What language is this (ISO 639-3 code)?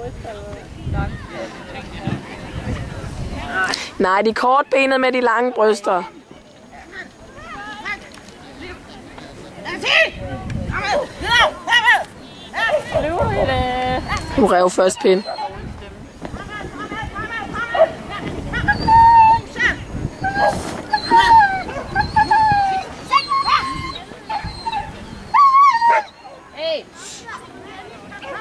dan